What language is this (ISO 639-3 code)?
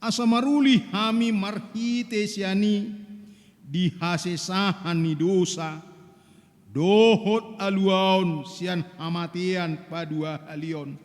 bbc